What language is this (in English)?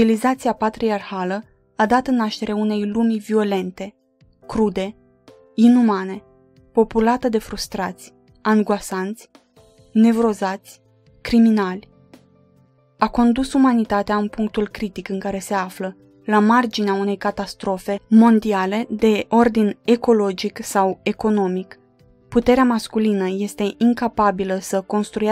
Romanian